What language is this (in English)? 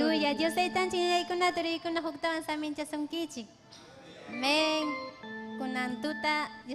Ayacucho Quechua